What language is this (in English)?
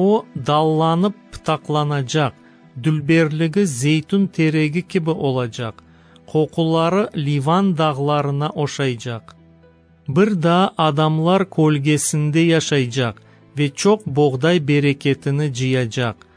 Crimean Tatar